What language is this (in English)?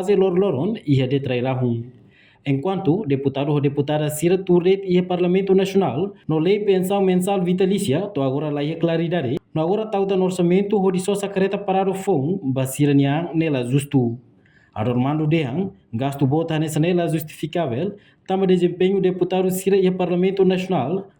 Tetum